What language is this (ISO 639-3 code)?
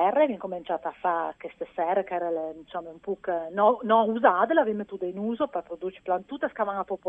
fur